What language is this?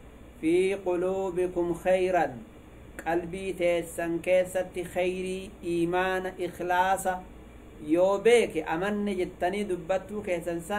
Oromo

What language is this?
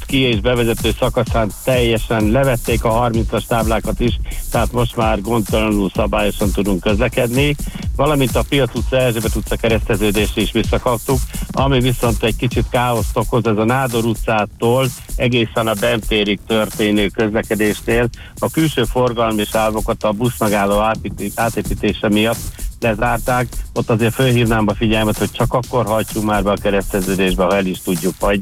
Hungarian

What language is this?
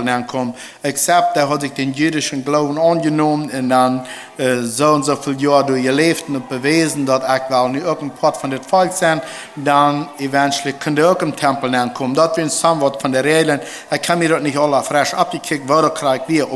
Plautdietsch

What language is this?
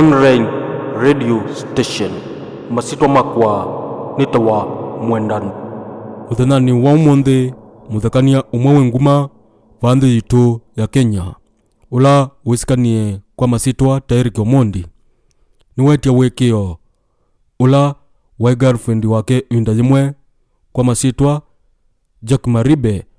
Kamba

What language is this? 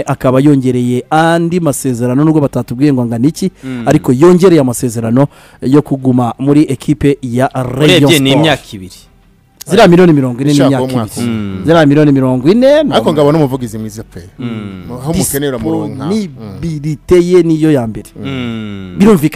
Kinyarwanda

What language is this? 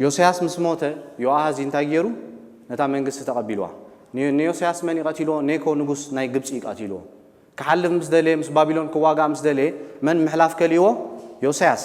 Tigrinya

